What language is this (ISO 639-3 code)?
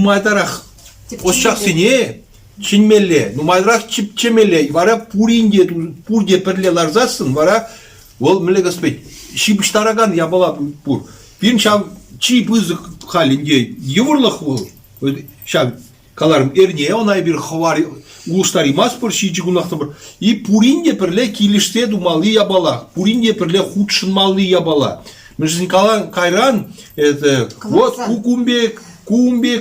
chv